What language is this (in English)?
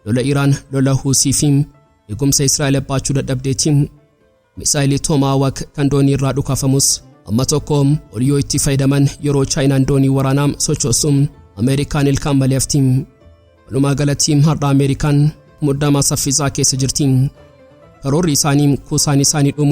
Oromo